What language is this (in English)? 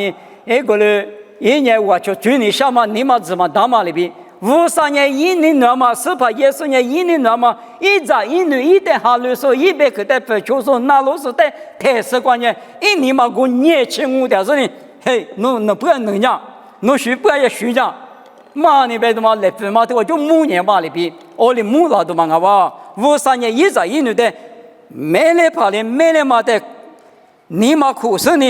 Lisu